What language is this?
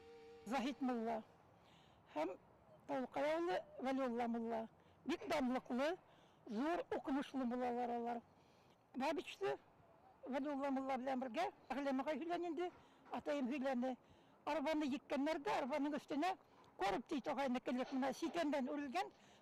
Bashkir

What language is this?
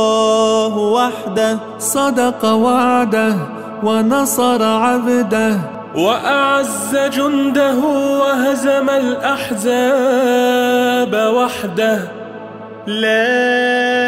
Arabic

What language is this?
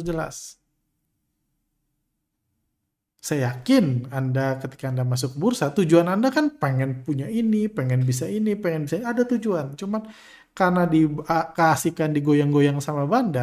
Indonesian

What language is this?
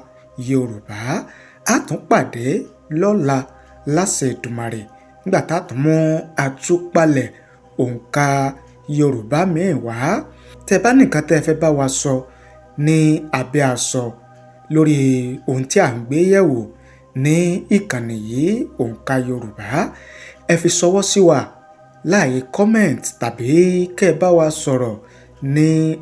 Yoruba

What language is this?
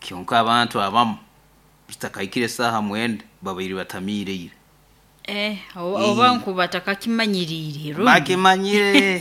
Nyoro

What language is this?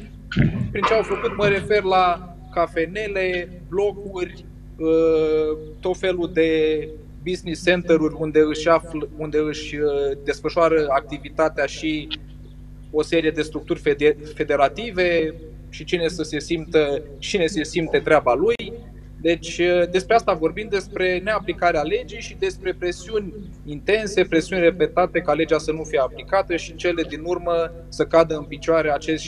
Romanian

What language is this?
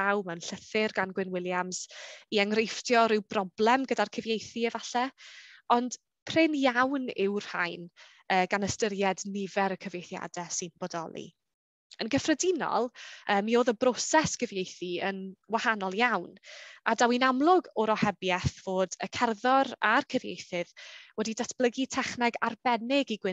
Welsh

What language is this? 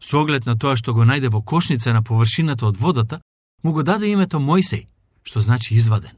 Macedonian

